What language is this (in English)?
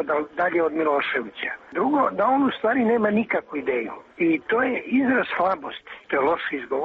Serbian